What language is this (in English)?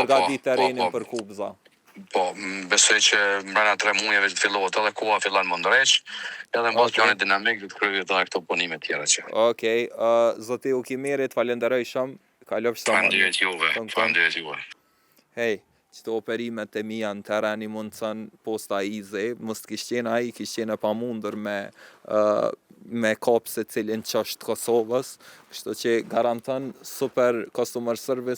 Albanian